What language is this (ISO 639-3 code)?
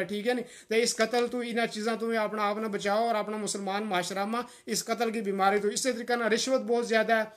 gju